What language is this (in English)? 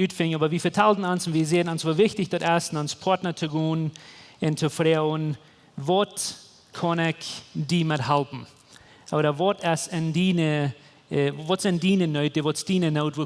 Plautdietsch